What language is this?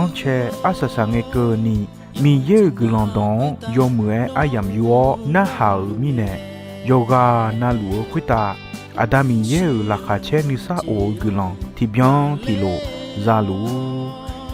Akha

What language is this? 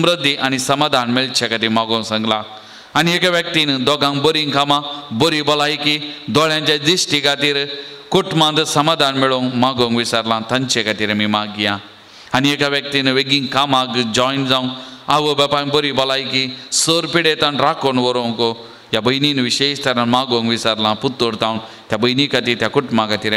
Konkani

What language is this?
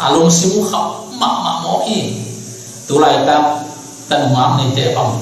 Tedim Chin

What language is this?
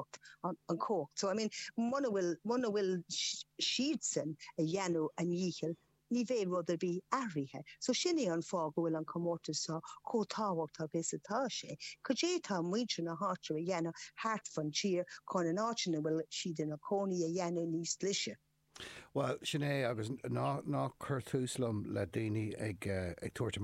Irish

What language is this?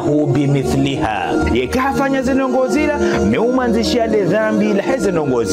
Ngazidja Comorian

